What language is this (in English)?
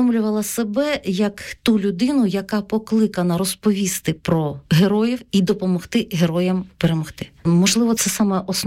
Ukrainian